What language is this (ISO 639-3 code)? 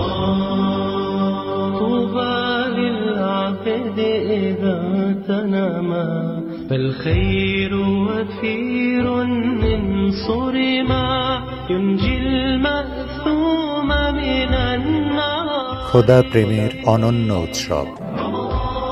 ben